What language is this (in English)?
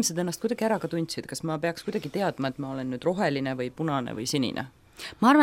Estonian